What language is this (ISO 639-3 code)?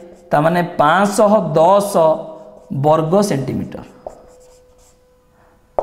ori